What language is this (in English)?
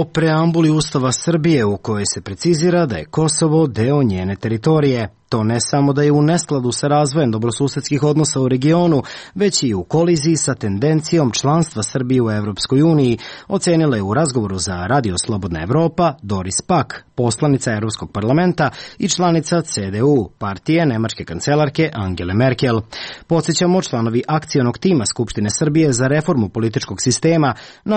Serbian